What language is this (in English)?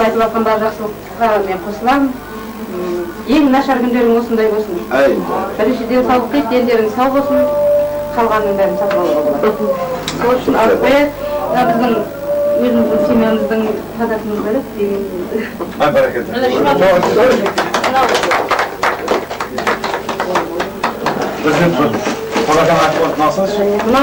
Kazakh